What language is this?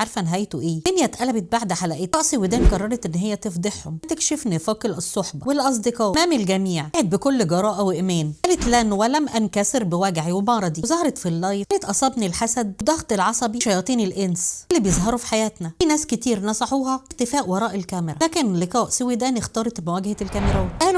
Egyptian Arabic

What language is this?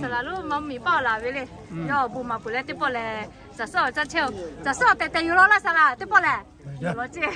Lahu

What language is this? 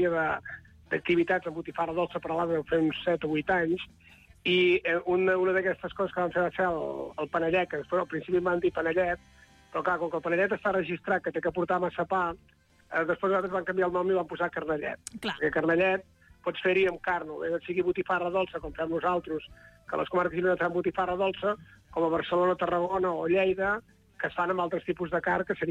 Catalan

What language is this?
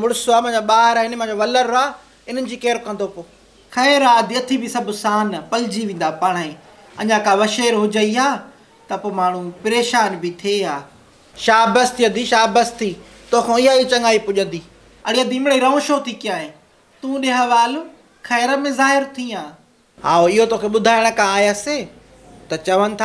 Sindhi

